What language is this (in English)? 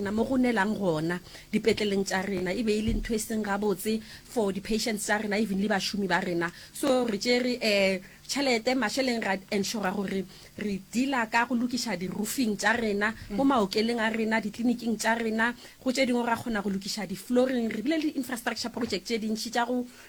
Northern Sotho